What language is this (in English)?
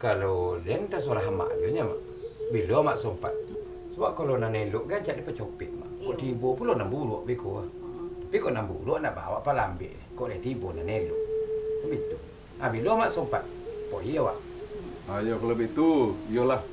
Minangkabau